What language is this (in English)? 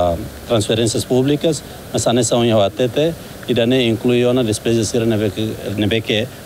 Tetum